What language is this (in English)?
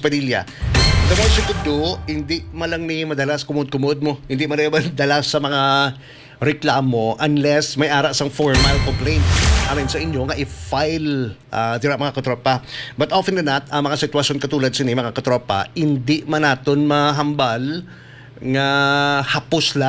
Hiligaynon